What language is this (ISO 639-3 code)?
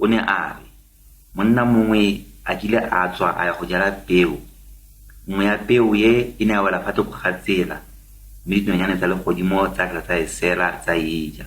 tsn